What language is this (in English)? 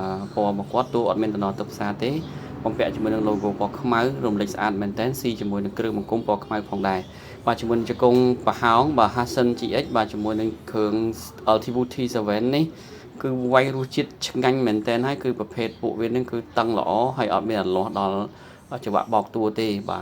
Khmer